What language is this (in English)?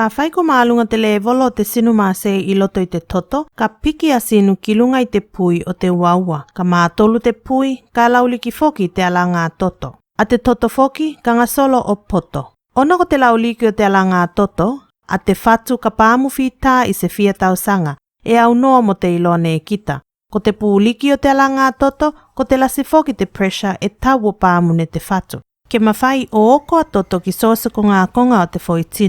Tuvalu